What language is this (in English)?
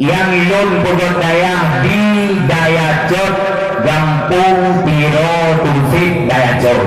Achinese